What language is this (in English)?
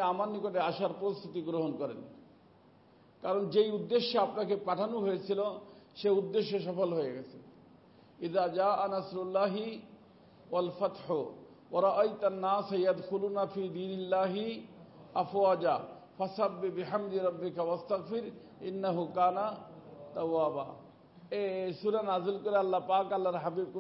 Bangla